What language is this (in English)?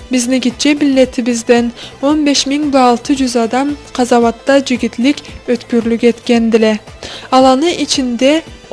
Karachay-Balkar